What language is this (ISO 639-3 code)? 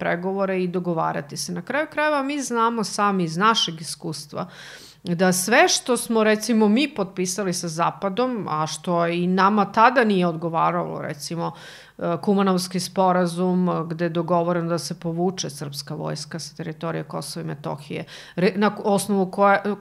srp